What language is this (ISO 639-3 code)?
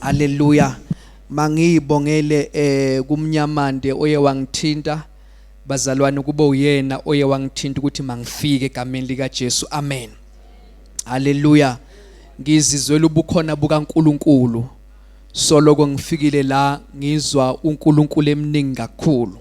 zul